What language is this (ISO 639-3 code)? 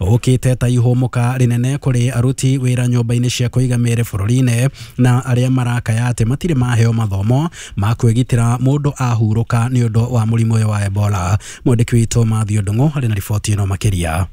kik